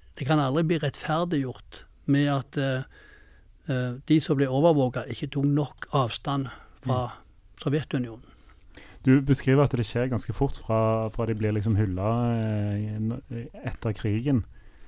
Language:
Norwegian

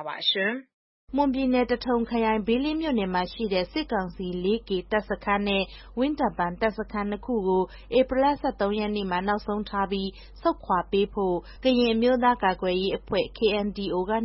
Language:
Burmese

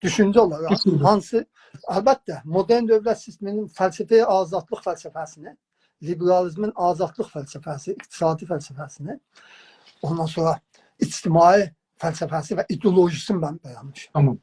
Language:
South Azerbaijani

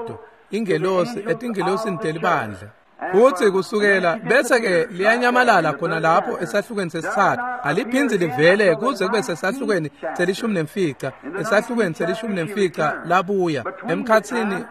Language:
Swati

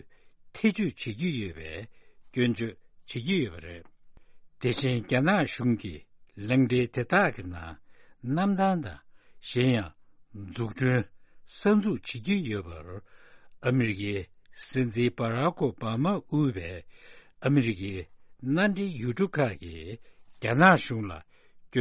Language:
Tibetan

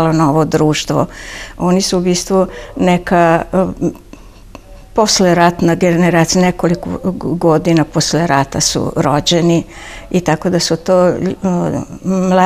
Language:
Serbian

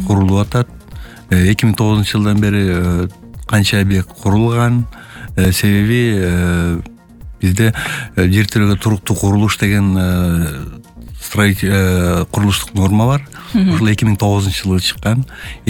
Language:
Kyrgyz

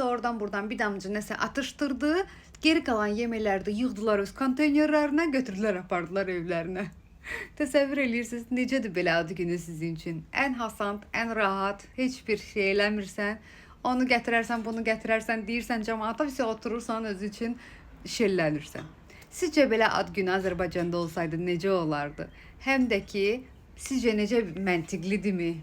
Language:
Azerbaijani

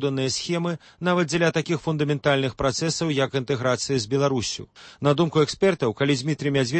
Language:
Belarusian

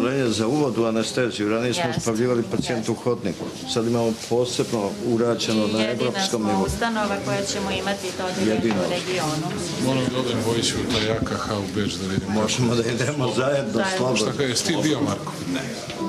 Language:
Serbian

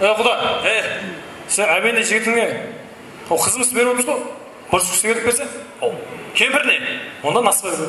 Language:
Kara-Kalpak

